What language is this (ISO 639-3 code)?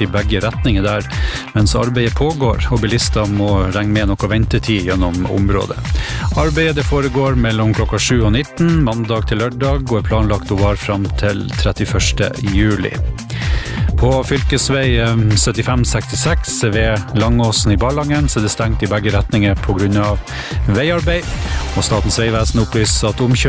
nor